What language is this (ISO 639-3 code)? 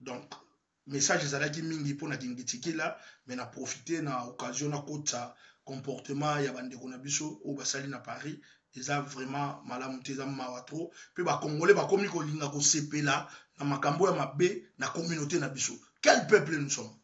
lin